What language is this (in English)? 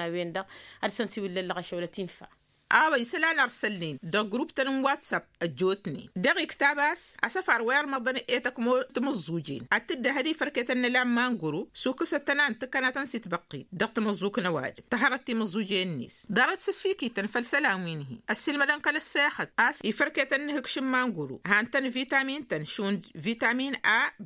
Tamasheq